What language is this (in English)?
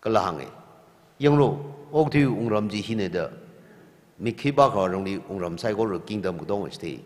Tangkhul Naga (India)